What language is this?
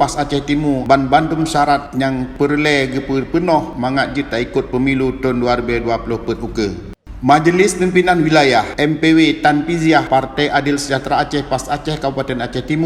Achinese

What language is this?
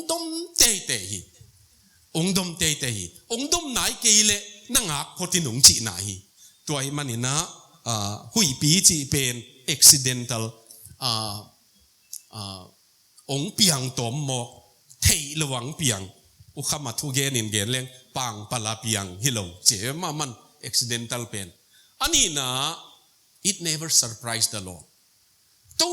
Tedim Chin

